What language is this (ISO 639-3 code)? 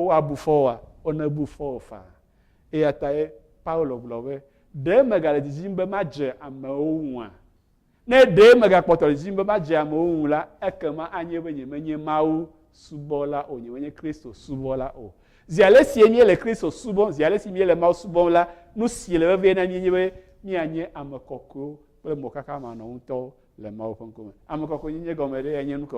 ewe